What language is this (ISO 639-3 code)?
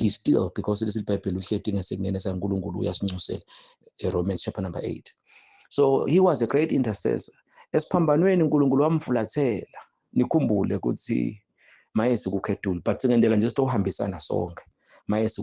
zul